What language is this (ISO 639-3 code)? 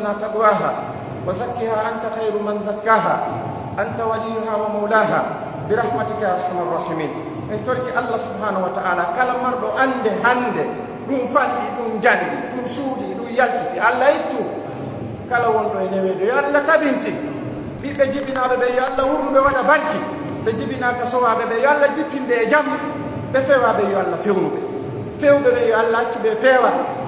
fuf